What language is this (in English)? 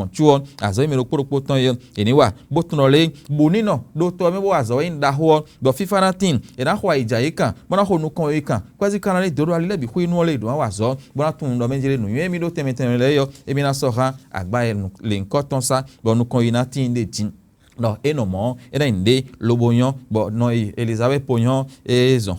Fon